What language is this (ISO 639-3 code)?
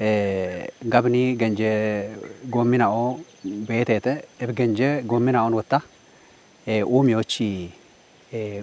kbr